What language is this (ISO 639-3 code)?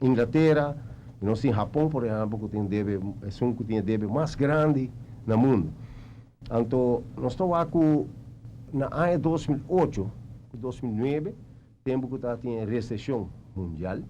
pap